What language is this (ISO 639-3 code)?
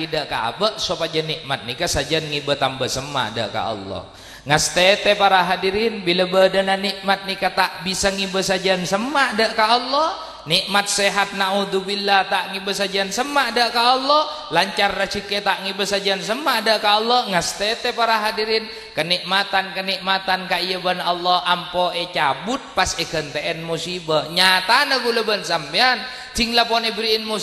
mad